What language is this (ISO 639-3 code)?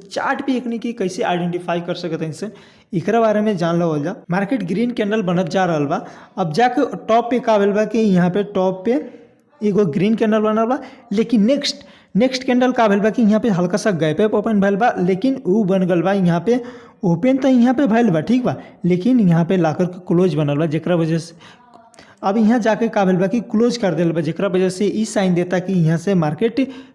bho